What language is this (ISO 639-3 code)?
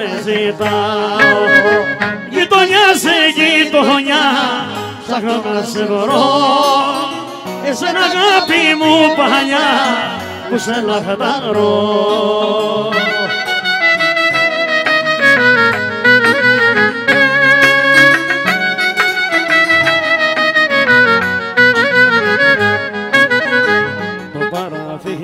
ell